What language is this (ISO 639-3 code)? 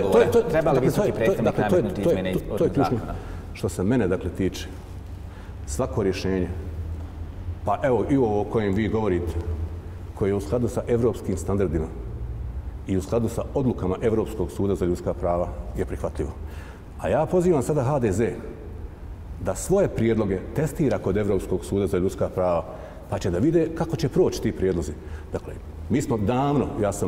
bos